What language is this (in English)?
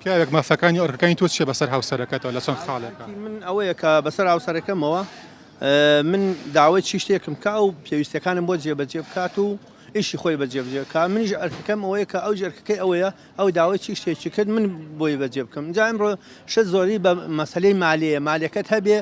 Central Kurdish